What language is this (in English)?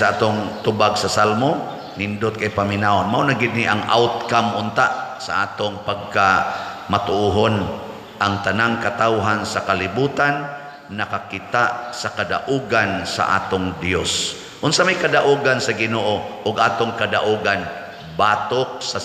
Cebuano